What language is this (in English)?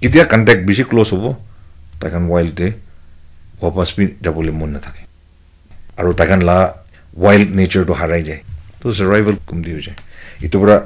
Naga Pidgin